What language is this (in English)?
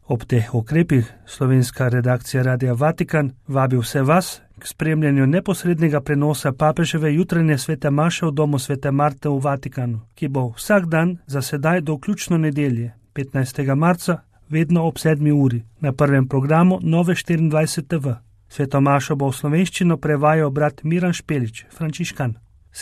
Slovenian